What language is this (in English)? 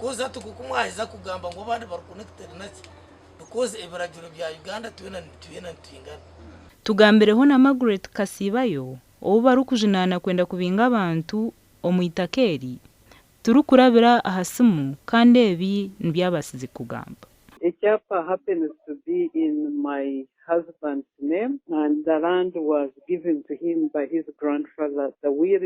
Nyankole